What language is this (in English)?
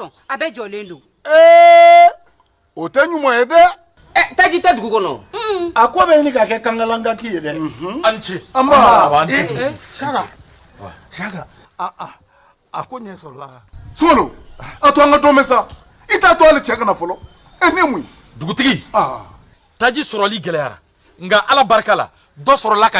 Bambara